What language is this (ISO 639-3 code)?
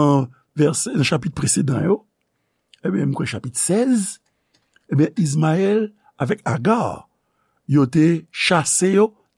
hat